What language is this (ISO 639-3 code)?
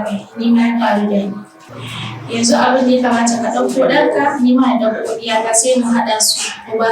hau